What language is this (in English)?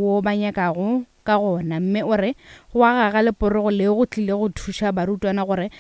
Northern Sotho